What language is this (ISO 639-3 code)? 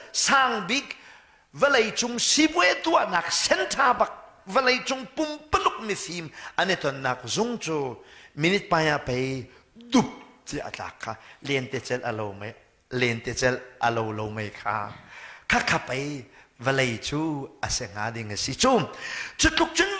cnh